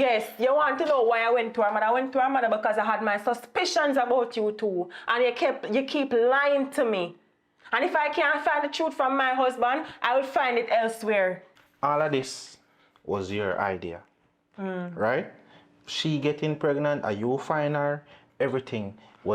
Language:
Jamaican Creole English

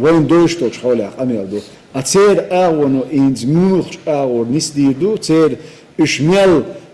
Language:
Chechen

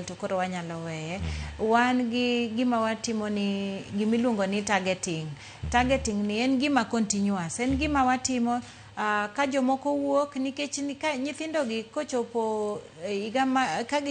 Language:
Luo (Kenya and Tanzania)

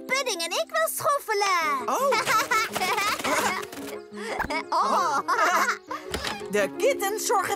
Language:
Dutch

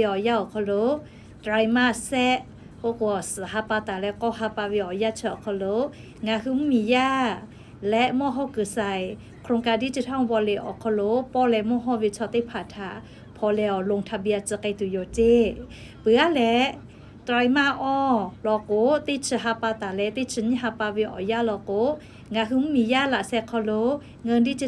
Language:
Lahu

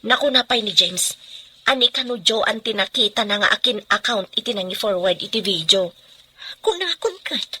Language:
Iloko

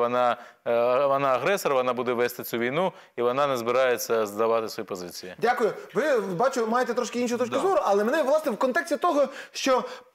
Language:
Ukrainian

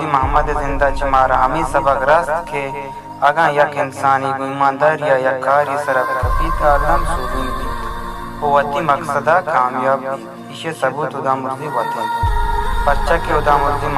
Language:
Baluchi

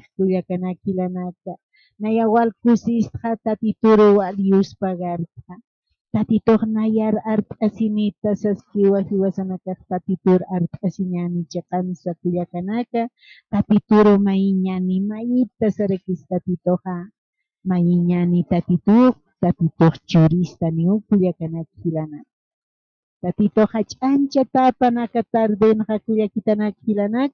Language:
Aymara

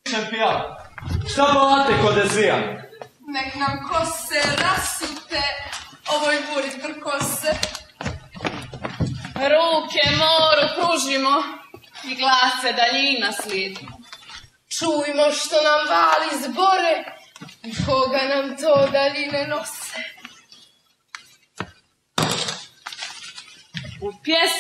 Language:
Croatian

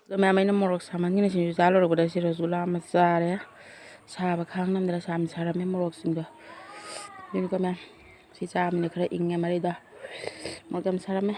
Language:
Manipuri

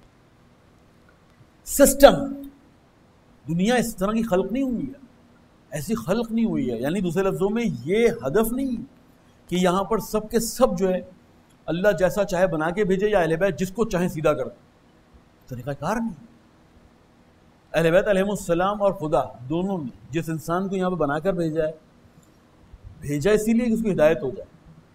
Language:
Urdu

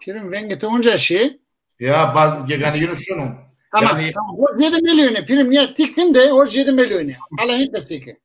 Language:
Zaza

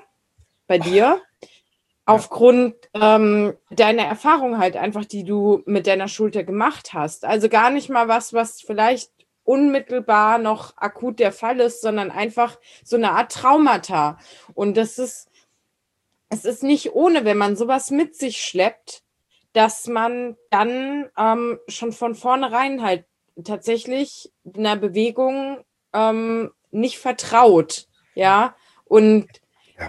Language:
German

